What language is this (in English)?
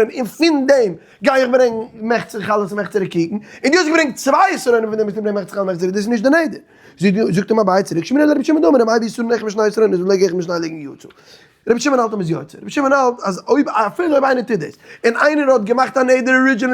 Yiddish